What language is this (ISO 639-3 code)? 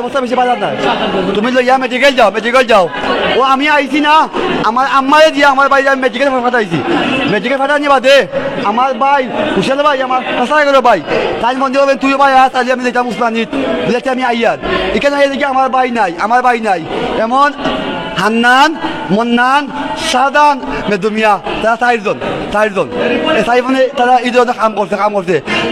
syl